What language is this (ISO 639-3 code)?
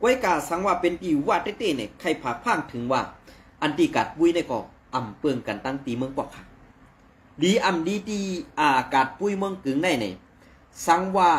shn